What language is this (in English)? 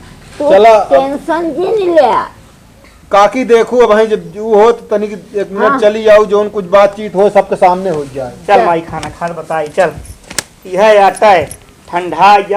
Awadhi